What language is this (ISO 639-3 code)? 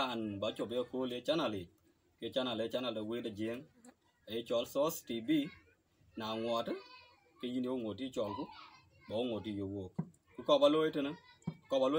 din